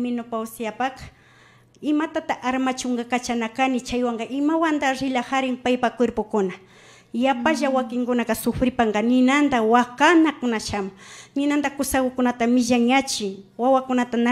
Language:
Imbabura Highland Quichua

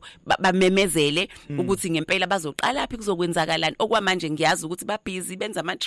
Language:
Zulu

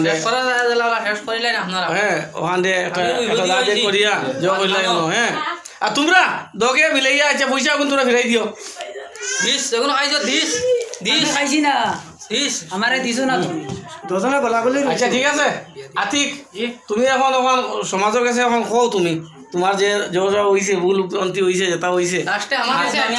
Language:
Sylheti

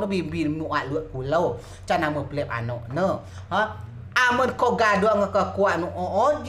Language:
Rejang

